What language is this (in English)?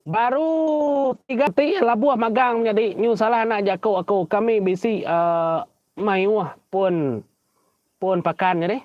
Iban